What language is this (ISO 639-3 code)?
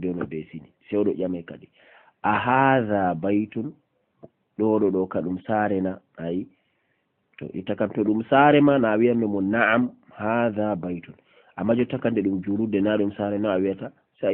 ful